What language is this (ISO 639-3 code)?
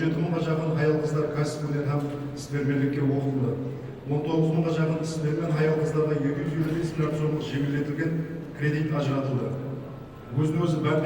kaa